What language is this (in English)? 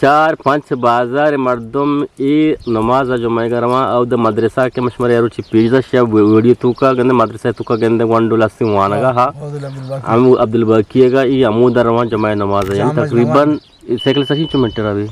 Eastern Balochi